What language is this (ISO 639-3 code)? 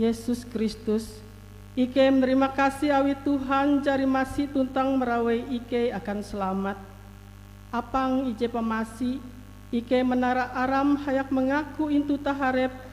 nij